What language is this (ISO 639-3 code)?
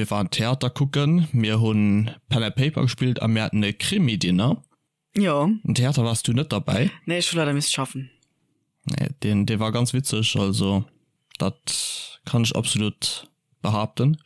ltz